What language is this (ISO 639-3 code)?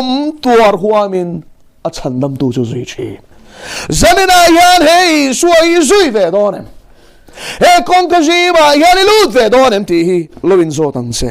lus